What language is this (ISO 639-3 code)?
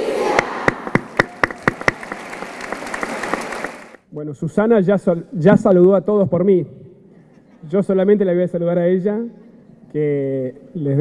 spa